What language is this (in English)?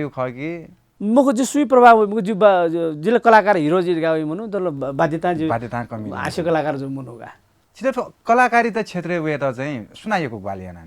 Newari